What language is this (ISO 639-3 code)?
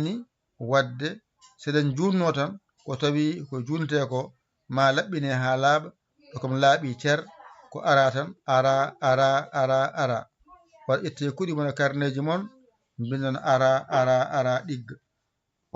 ful